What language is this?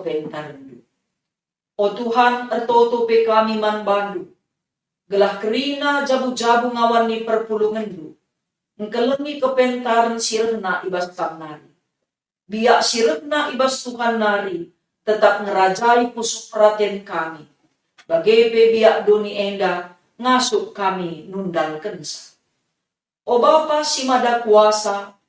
Batak Karo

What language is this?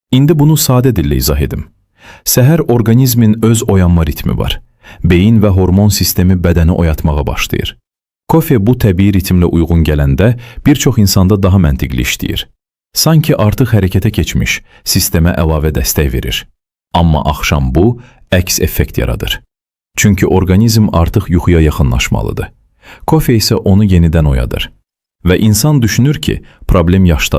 Azerbaijani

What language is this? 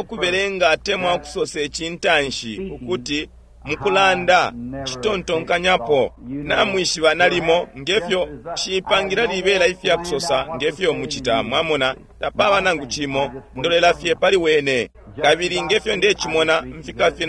Bemba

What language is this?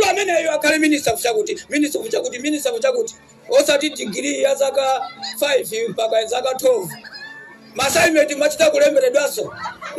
Nyanja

